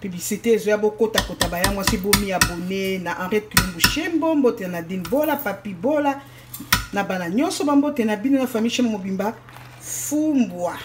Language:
Lingala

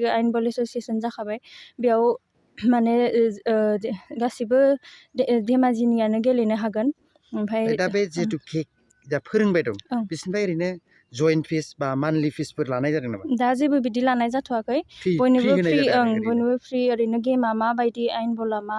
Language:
Bodo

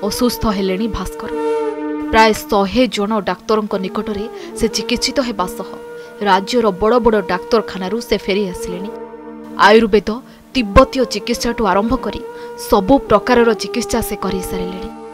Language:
Odia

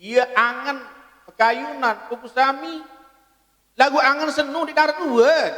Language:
Sasak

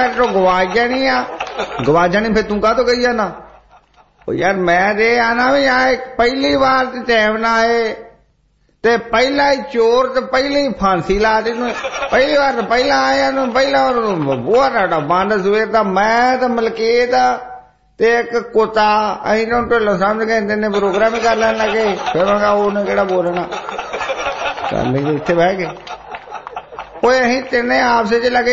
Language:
Punjabi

